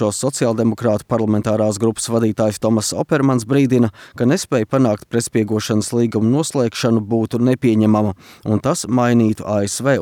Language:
Latvian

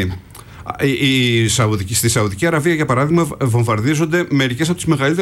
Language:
Greek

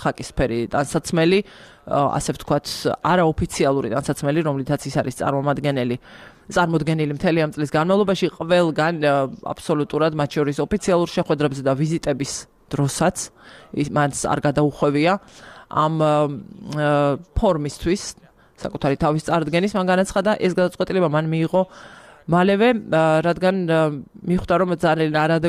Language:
Georgian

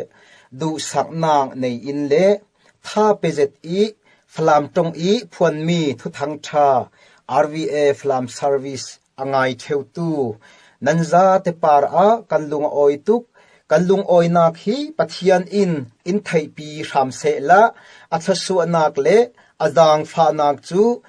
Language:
Falam Chin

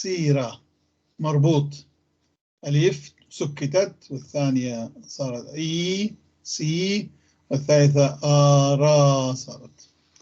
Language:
North Levantine Arabic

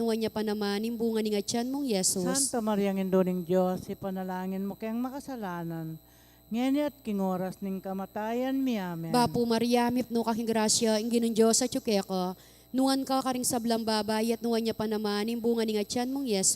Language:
Pampanga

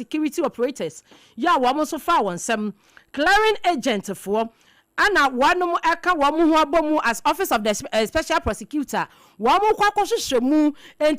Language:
Akan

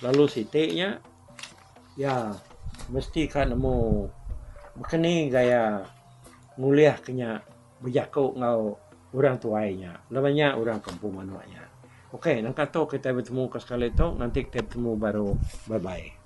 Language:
Iban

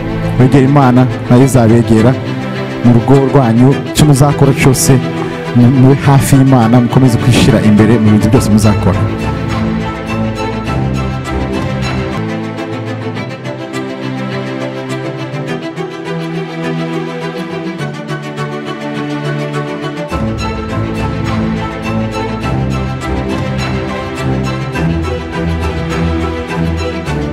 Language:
Kinyarwanda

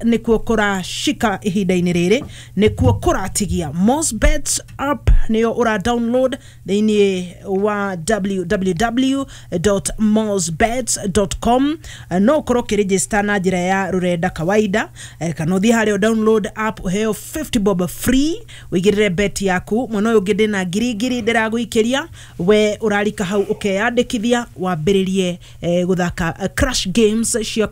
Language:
Kikuyu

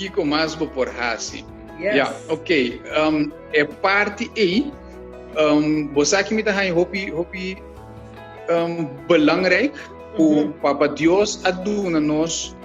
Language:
Papiamento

